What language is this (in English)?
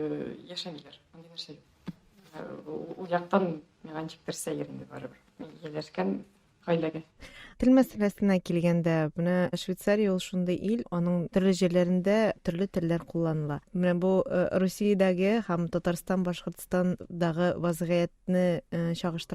Tatar